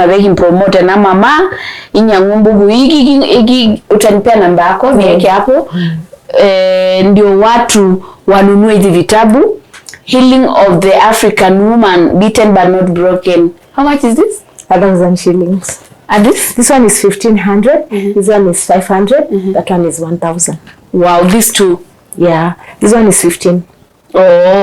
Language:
Masai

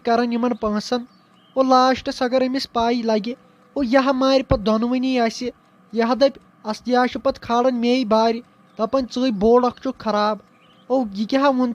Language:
Kashmiri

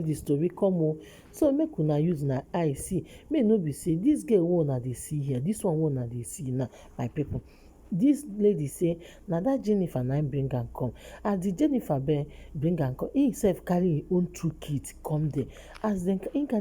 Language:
Nigerian Pidgin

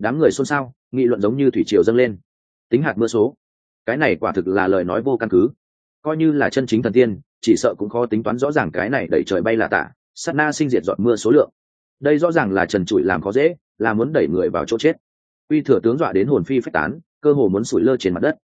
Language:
Vietnamese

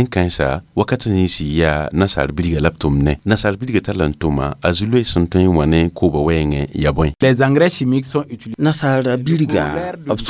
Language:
Mossi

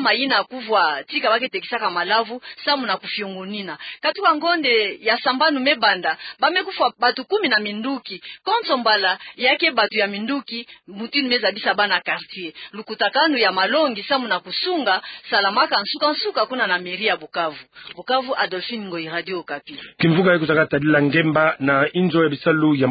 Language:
Kituba (Democratic Republic of Congo)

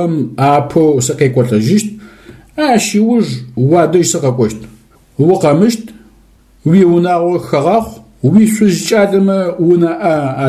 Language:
Adyghe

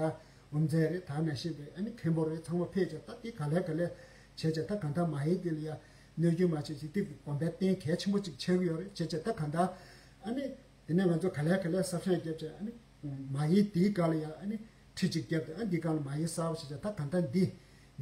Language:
Tibetan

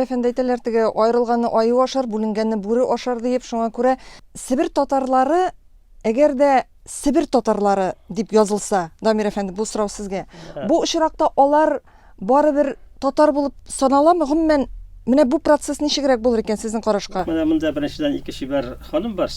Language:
Tatar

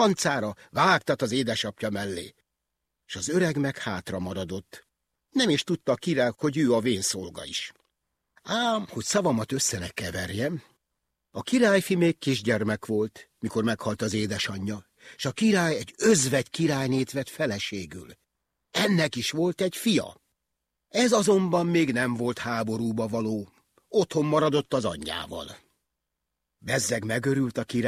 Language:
Hungarian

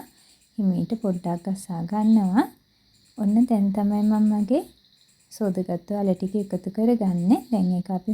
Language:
Sinhala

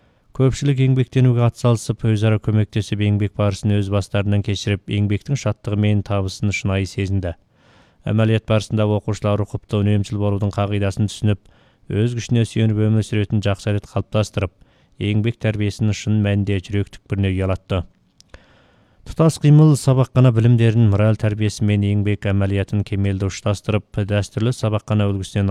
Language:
Kazakh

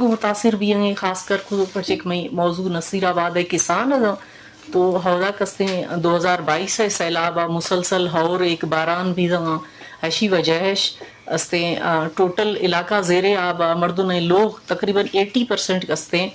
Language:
Eastern Balochi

